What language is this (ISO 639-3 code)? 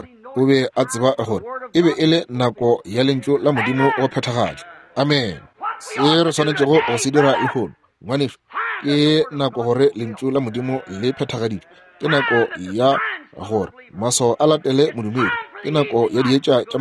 nso